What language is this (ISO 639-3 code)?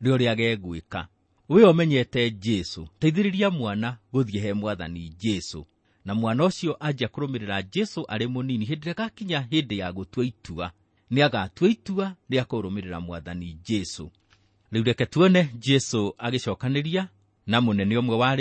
kik